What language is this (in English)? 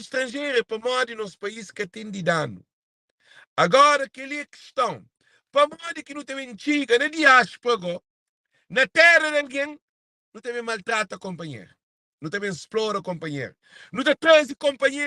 Kabuverdianu